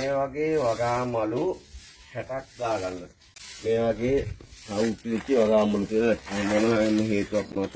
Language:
Sinhala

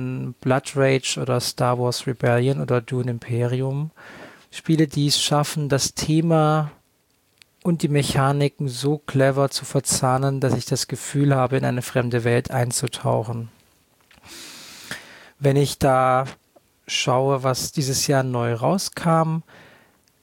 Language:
German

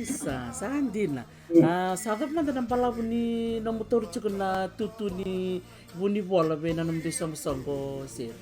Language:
Fijian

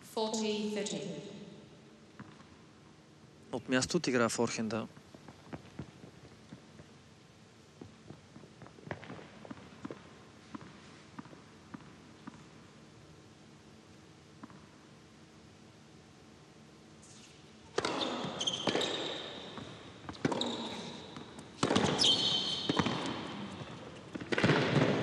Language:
Bulgarian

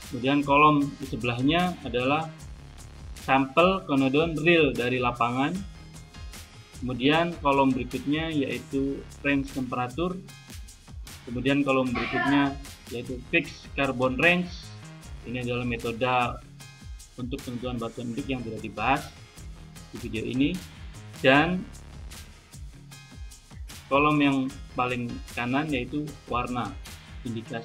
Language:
Indonesian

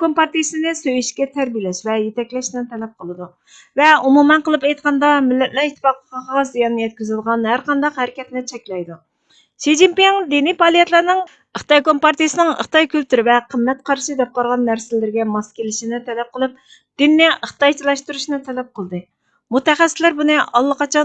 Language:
Uyghur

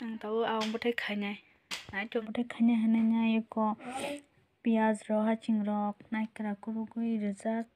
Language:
Kok Borok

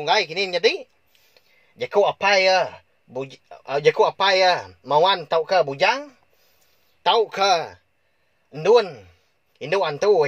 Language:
Iban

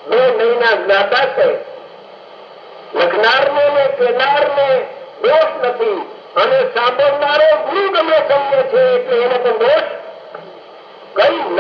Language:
Gujarati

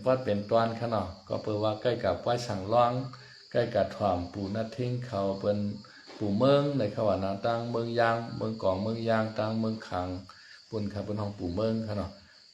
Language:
Shan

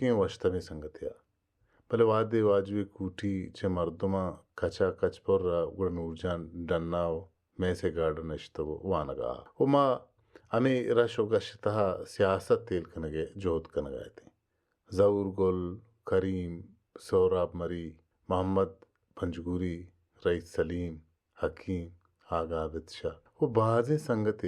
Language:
Baluchi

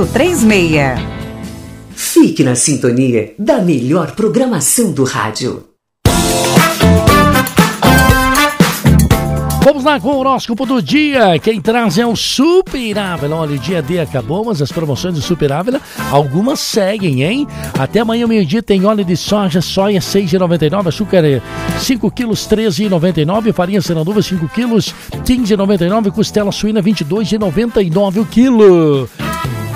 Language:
Portuguese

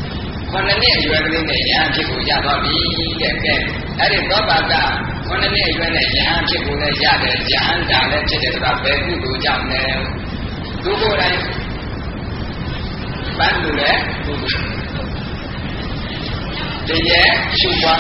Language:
Burmese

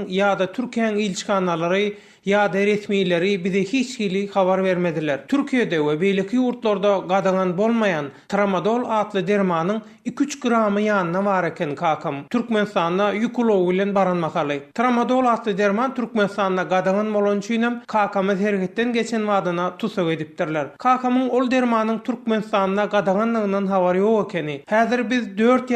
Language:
Turkmen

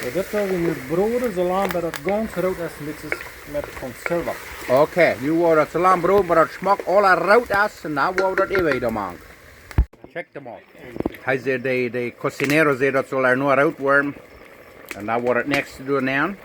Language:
Plautdietsch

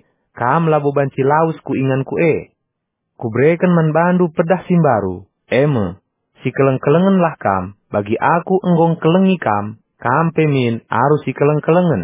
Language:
Batak Karo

